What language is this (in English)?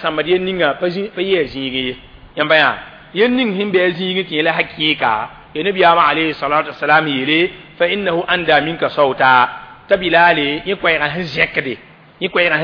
Mossi